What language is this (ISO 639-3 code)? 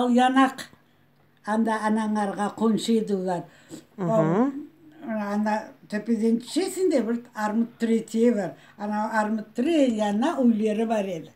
crh